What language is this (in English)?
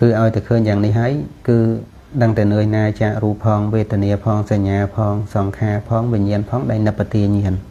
Khmer